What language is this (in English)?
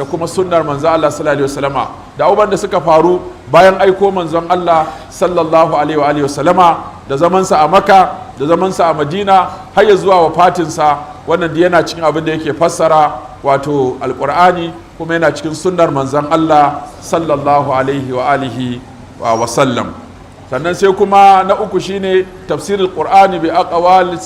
Hausa